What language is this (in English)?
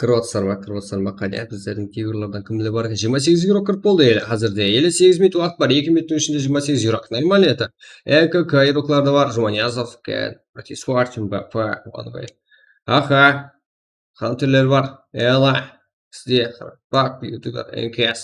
Kara-Kalpak